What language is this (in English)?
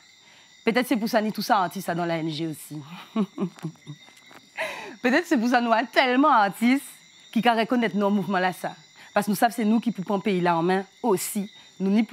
French